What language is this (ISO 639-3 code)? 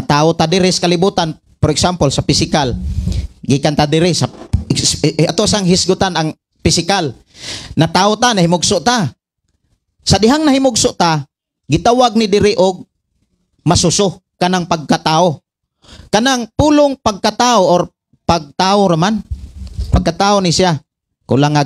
ceb